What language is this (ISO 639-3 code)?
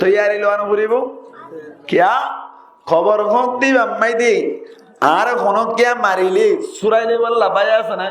rhg